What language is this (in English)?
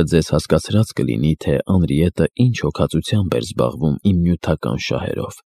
Armenian